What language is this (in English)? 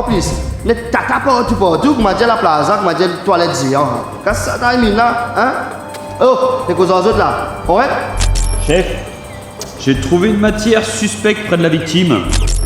Morisyen